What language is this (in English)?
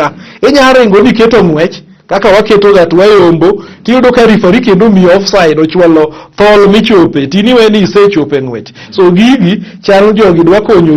Luo (Kenya and Tanzania)